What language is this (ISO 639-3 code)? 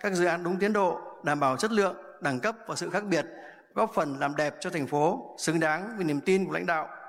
vie